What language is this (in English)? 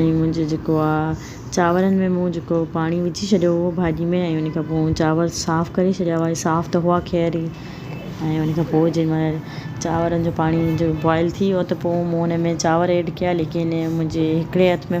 Sindhi